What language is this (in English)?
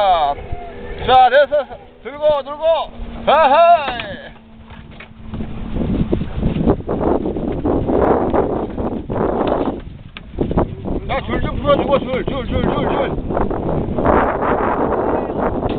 Korean